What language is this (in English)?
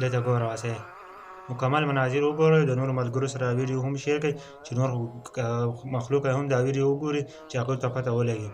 Pashto